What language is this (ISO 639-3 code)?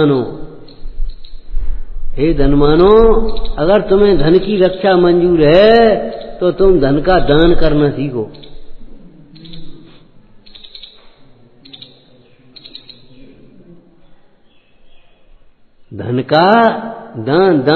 hin